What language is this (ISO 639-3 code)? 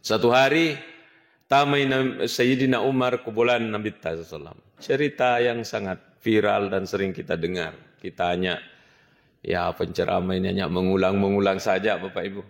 bug